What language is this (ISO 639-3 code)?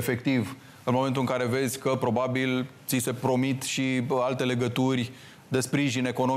ron